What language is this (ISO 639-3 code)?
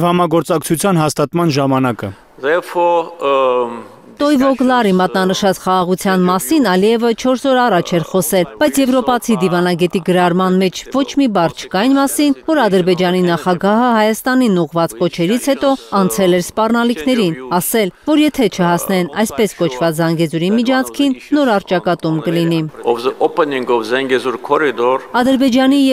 hye